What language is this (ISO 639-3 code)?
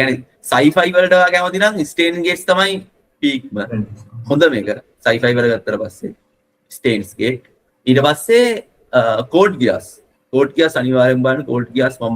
sin